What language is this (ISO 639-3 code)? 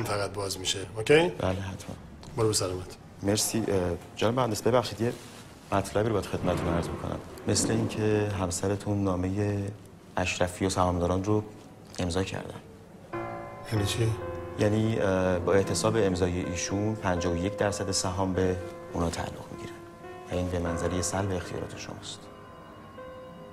fas